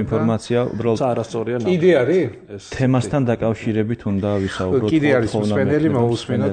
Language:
Georgian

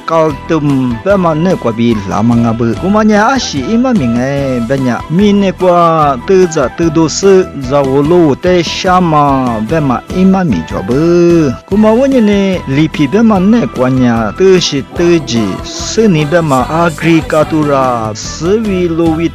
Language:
Lisu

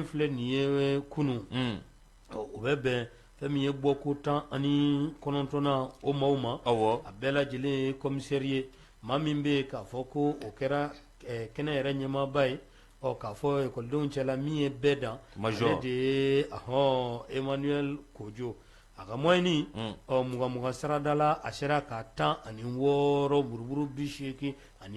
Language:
Bambara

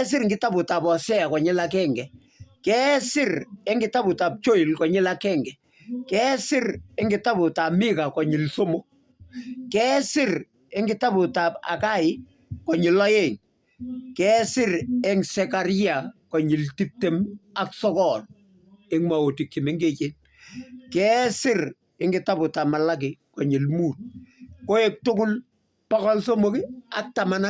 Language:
Kalenjin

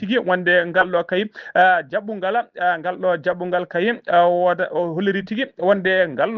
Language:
Fula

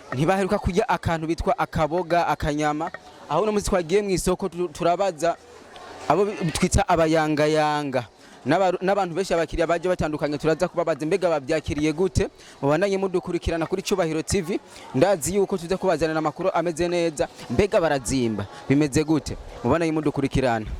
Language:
Rundi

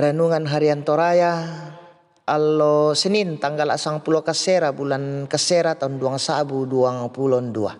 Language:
Toraja-Sa'dan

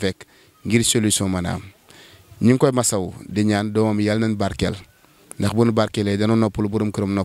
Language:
Wolof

